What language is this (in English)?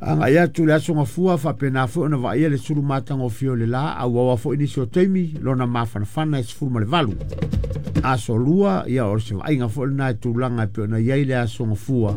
Samoan